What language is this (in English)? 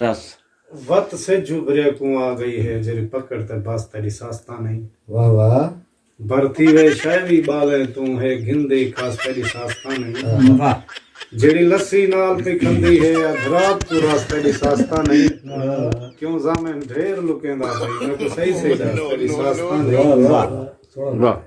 Saraiki